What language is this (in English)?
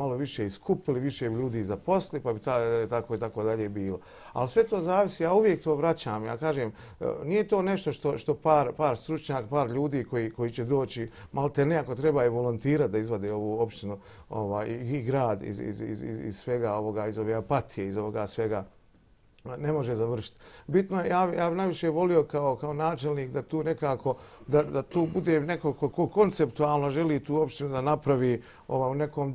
Bosnian